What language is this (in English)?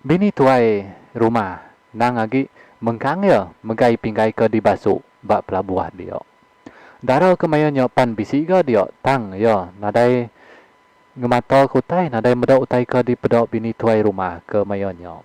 Iban